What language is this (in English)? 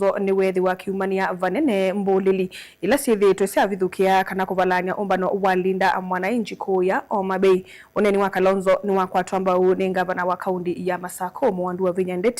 Kamba